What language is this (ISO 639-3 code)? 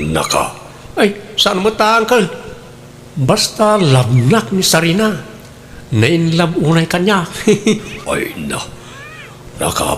ilo